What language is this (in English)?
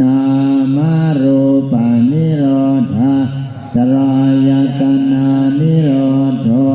Pali